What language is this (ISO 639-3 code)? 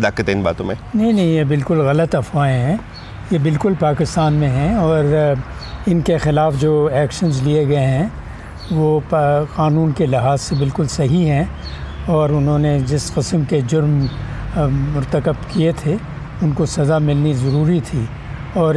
urd